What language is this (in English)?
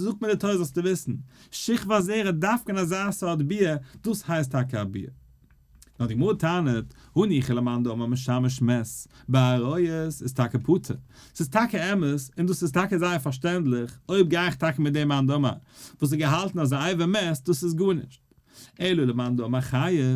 Yiddish